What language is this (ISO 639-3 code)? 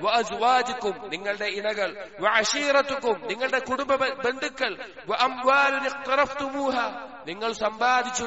mal